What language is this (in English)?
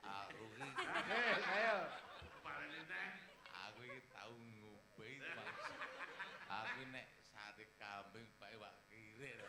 Javanese